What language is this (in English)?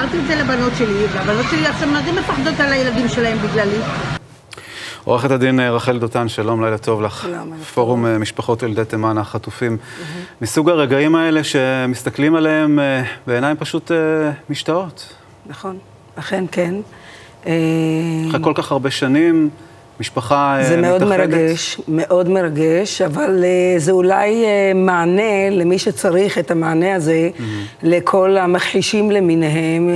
Hebrew